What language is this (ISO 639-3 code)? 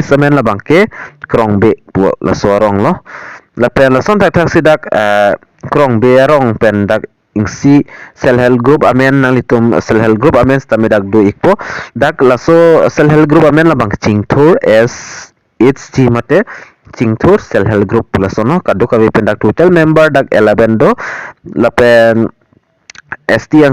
mjw